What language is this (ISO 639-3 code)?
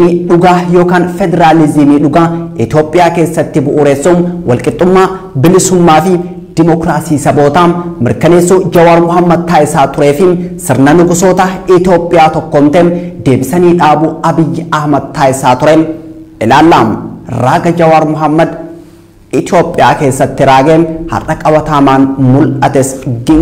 orm